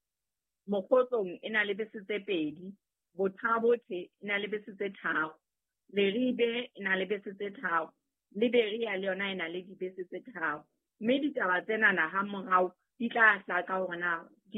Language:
Southern Sotho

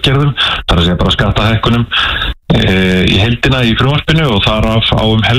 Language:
Icelandic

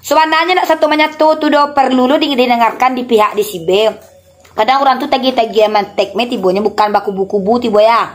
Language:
Minangkabau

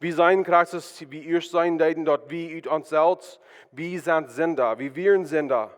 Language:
Plautdietsch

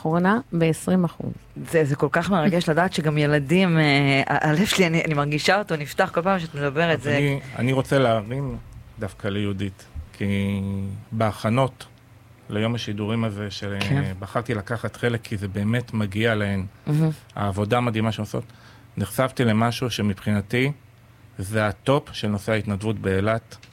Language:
Hebrew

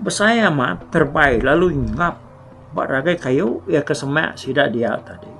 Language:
Iban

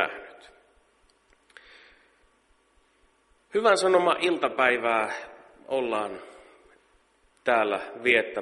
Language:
Finnish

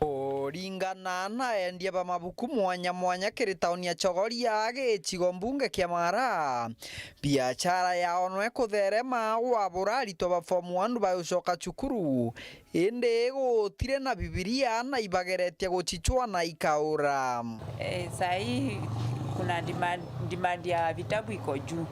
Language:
Meru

